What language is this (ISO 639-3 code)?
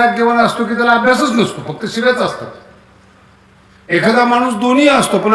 mar